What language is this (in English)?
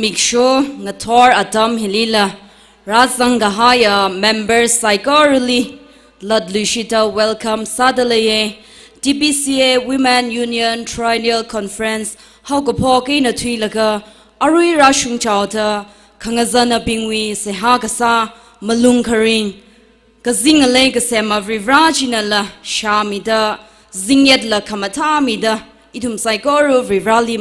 Tangkhul Naga (India)